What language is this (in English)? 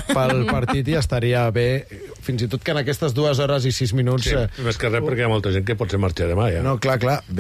Catalan